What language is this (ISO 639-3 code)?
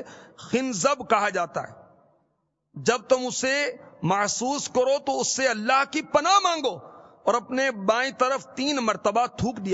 urd